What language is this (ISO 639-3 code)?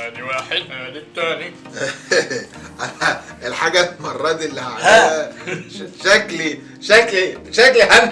arz